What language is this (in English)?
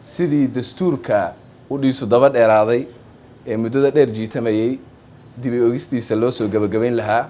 Somali